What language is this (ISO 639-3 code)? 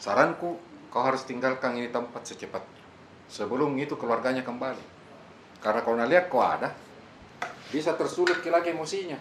mfp